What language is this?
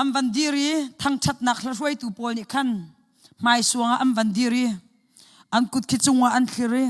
Hakha Chin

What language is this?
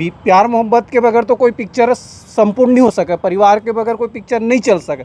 Chhattisgarhi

